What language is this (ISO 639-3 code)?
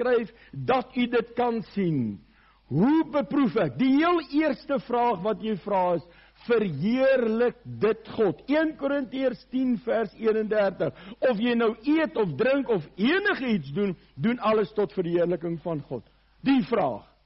afr